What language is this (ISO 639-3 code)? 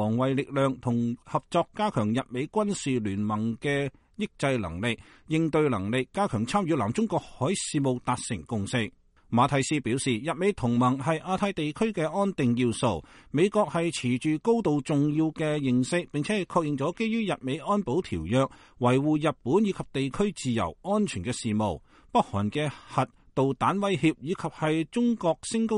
yue